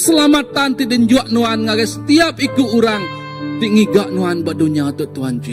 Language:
Iban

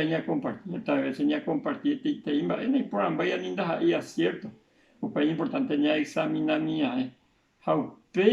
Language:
Guarani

